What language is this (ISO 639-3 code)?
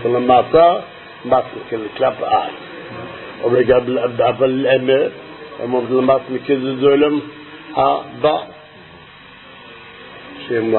heb